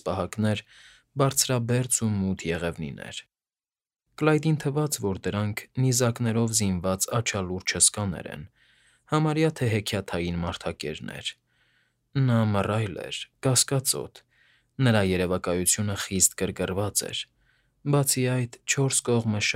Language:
Armenian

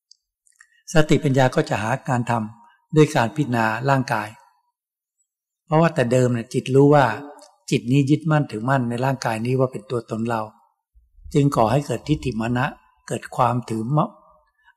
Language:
Thai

